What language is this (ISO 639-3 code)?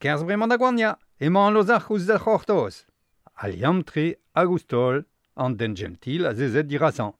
bre